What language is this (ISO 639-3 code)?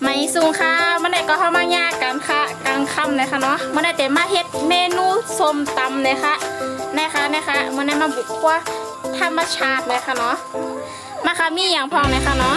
shn